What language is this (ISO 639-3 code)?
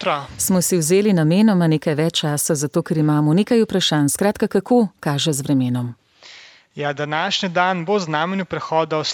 slv